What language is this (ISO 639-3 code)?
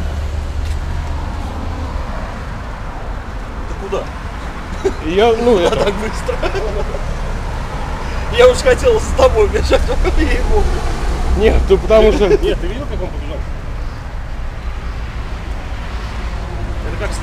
rus